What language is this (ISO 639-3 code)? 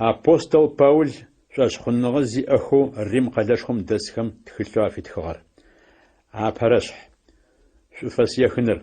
ady